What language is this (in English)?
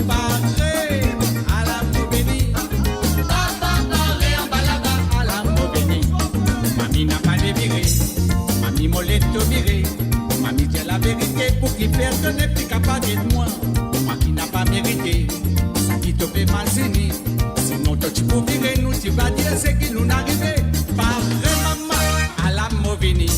Morisyen